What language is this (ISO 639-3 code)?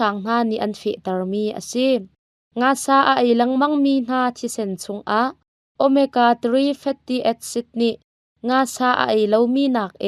cnh